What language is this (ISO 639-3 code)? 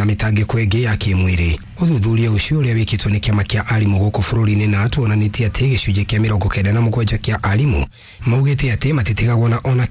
kik